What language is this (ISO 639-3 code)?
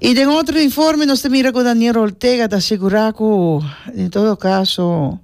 pap